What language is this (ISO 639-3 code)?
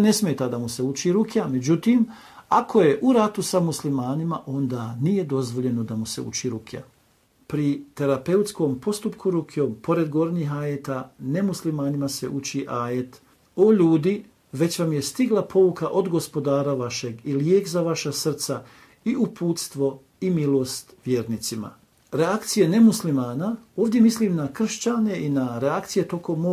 bos